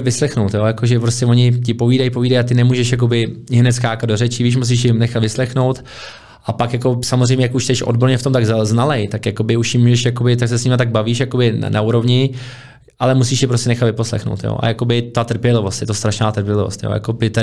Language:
Czech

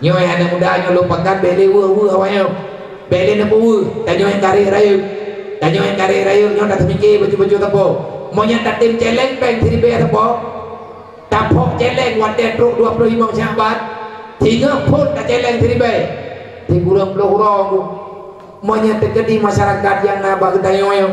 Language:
Achinese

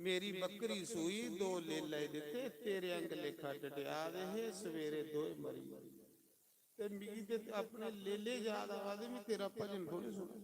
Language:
Dogri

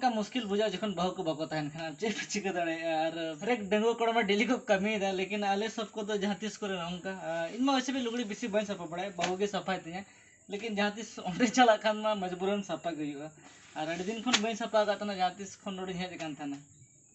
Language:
Santali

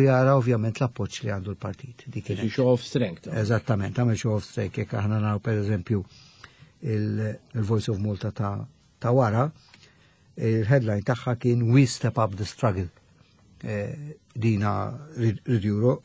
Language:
Maltese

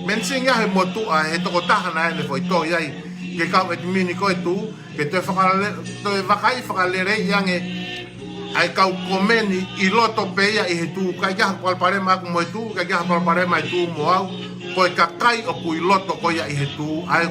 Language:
Tongan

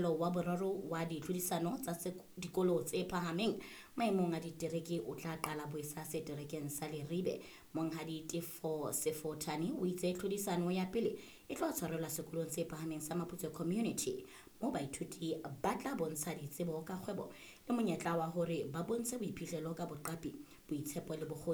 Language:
Southern Sotho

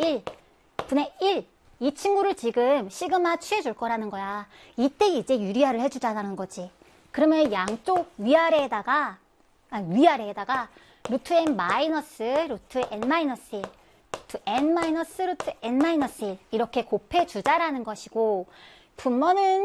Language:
Korean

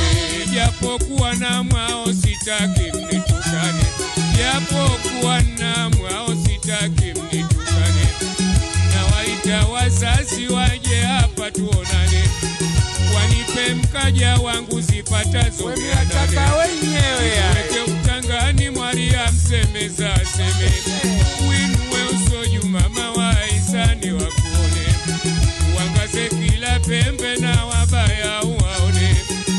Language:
Swahili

